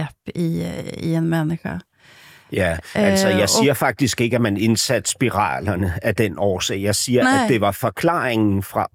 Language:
Danish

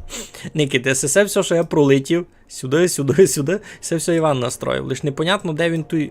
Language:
Rusyn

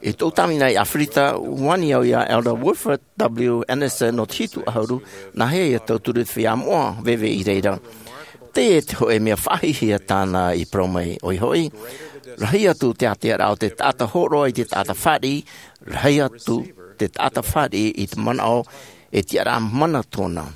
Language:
Tahitian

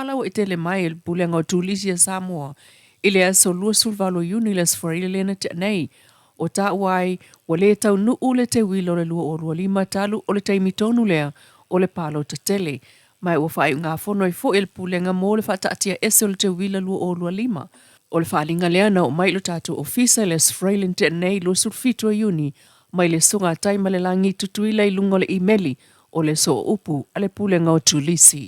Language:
Samoan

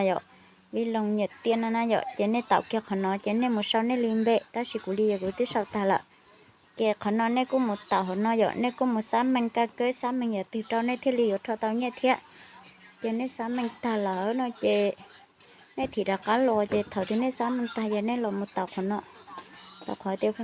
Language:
Hmong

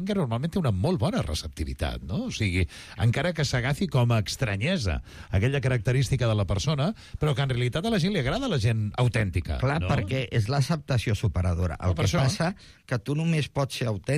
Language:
Catalan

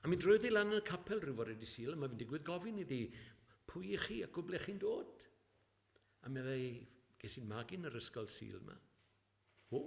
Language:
Welsh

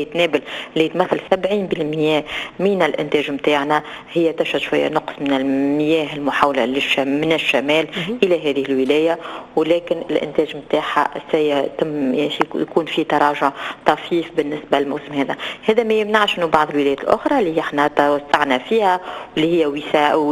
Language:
Tunisian Arabic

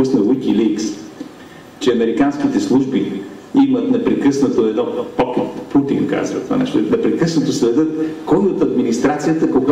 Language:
Bulgarian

